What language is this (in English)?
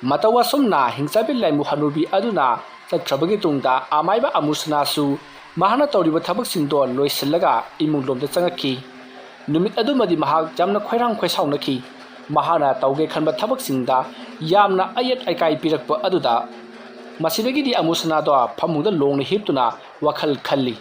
Manipuri